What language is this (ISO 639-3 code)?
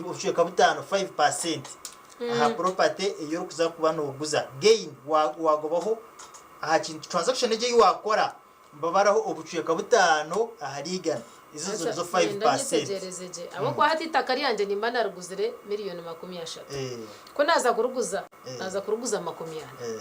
nyn